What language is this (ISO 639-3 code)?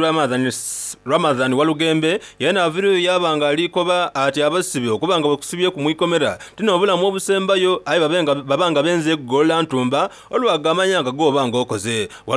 xog